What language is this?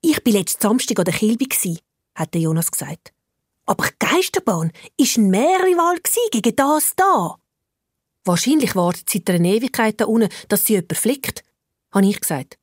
Swiss German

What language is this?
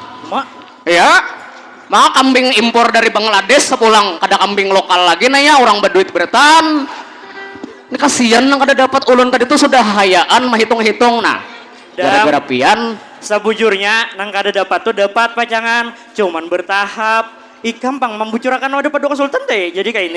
Banjar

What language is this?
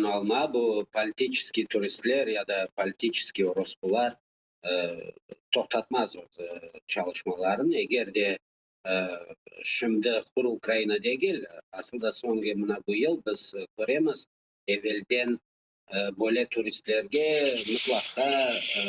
Crimean Tatar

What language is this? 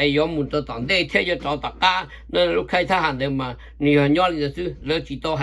Hmong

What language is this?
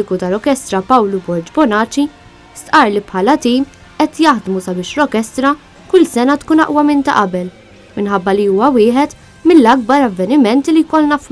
Maltese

